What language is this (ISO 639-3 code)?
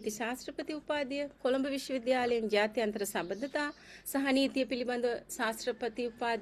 sin